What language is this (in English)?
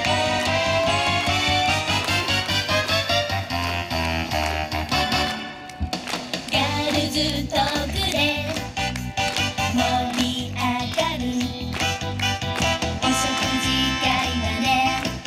Japanese